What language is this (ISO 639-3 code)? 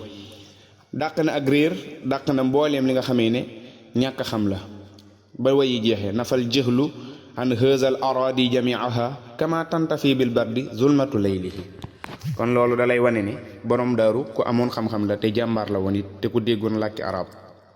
wol